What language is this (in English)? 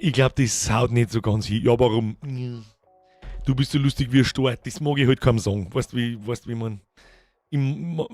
Bavarian